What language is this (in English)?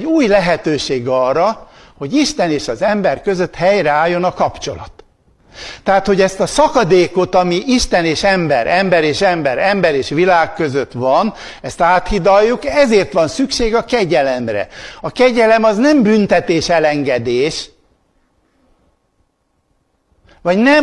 Hungarian